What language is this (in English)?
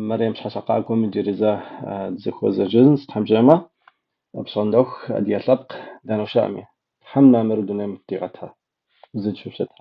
Kabardian